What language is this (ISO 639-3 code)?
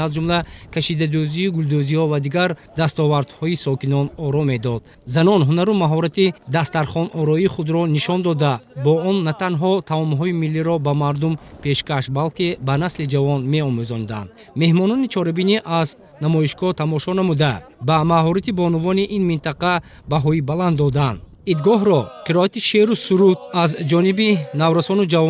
tgk